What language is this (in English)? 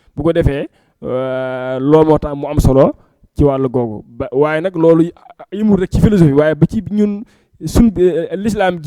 Wolof